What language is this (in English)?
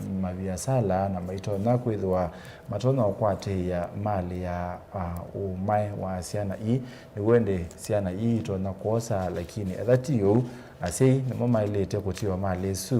Kamba